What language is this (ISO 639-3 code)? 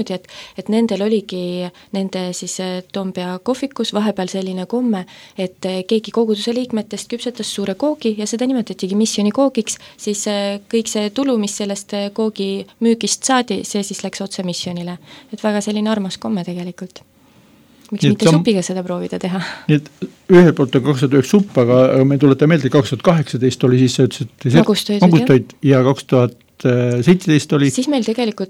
est